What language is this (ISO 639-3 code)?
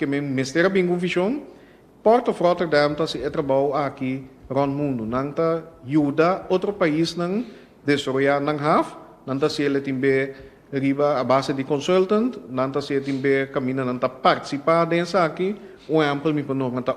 pap